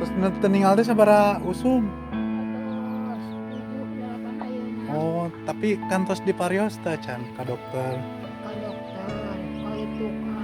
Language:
Sundanese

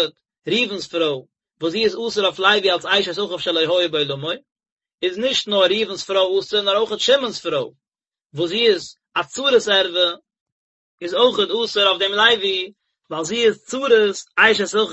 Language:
Yiddish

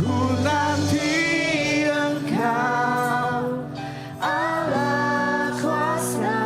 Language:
Iban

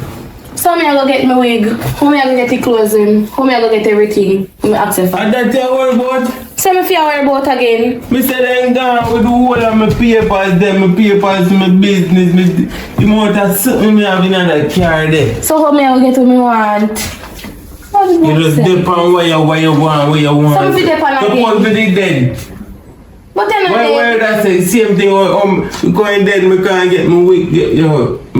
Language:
Jamaican Creole English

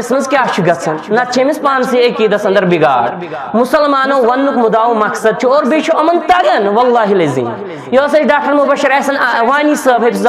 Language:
Kashmiri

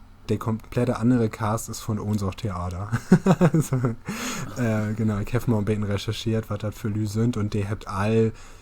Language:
Low German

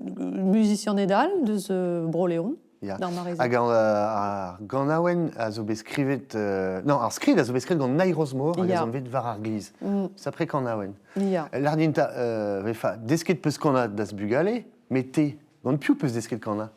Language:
Breton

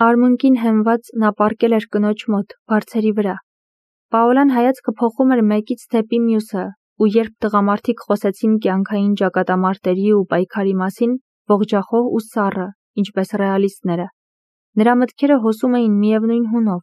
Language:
Armenian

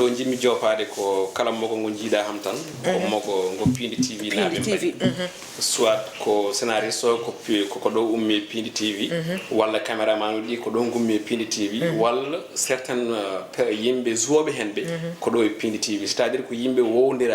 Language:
Fula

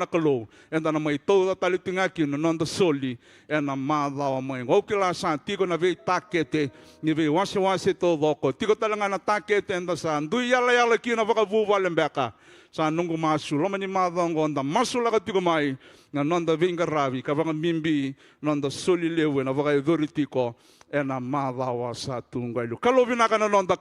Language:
Fijian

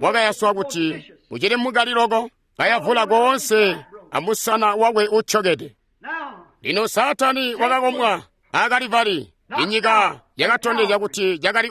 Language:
Tonga (Zambia)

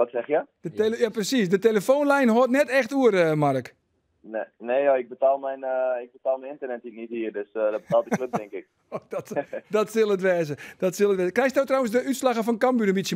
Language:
Western Frisian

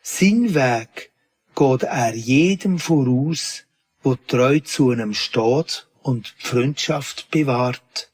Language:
Swiss German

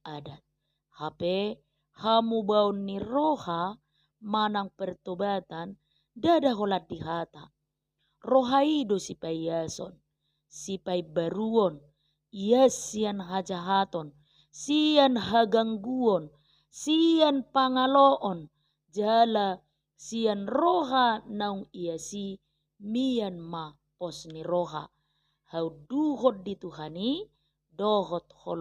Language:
Batak Toba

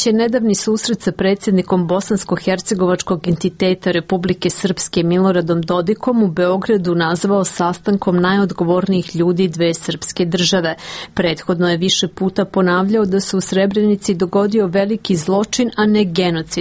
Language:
Serbian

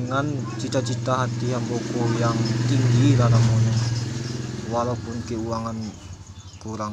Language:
Minangkabau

